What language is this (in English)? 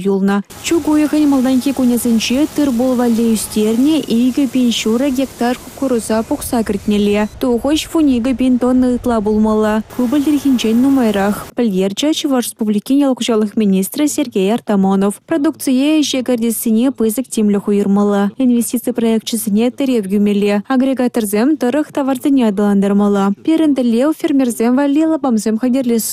Chuvash